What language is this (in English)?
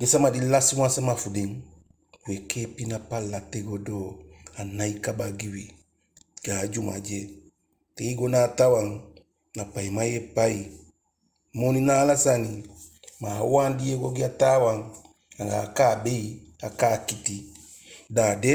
Eastern Maroon Creole